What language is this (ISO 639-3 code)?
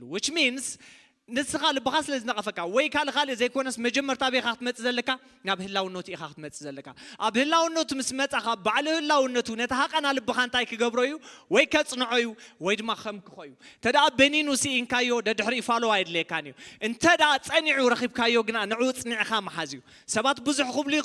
tir